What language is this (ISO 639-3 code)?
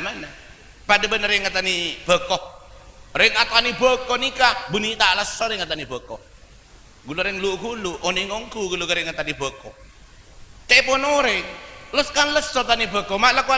mad